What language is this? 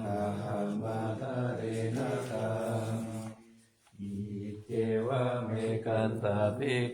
Pali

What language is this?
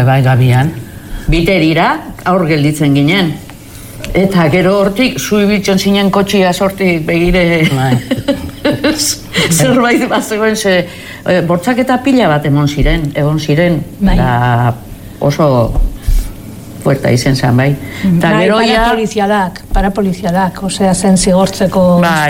Basque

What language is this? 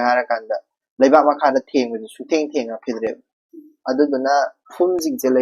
Manipuri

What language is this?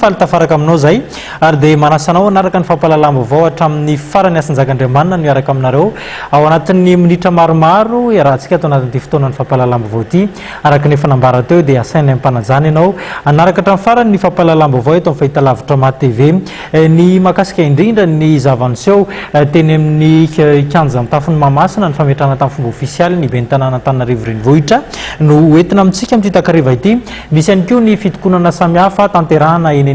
Malagasy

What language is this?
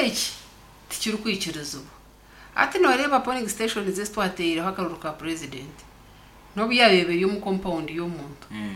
Nyankole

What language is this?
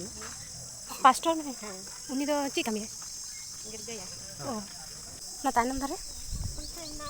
Santali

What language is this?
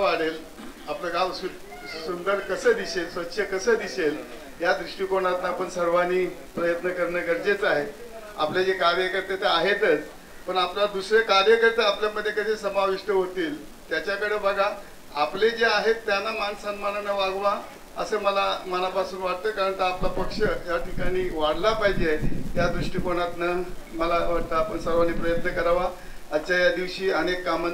Marathi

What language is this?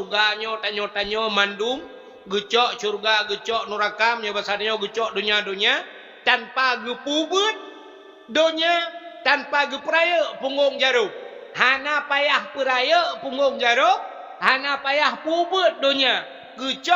Achinese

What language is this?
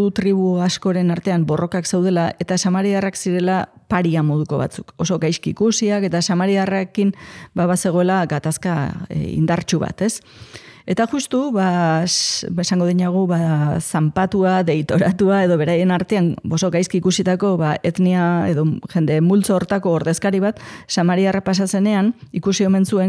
Basque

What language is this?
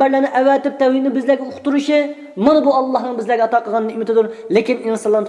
Uyghur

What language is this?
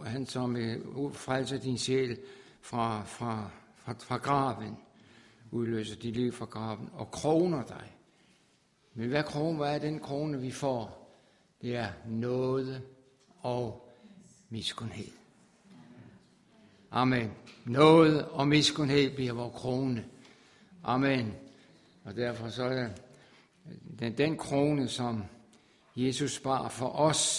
Danish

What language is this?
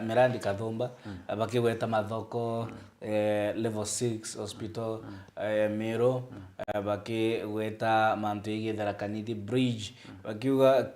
Meru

